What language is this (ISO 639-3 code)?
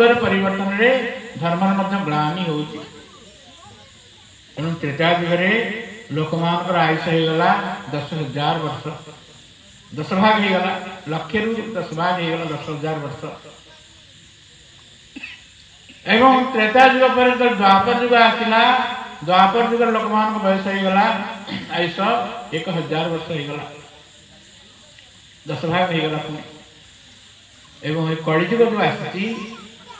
ori